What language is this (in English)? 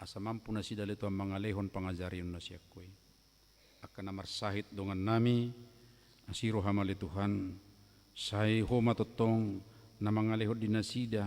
Batak Toba